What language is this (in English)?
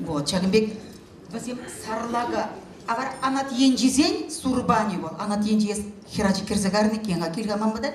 Chuvash